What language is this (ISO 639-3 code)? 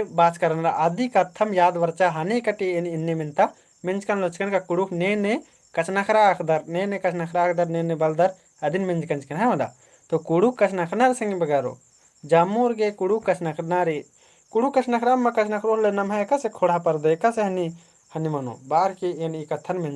kru